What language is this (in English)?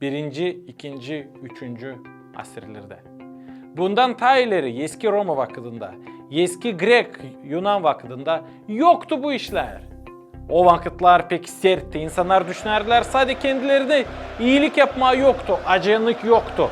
Gagauz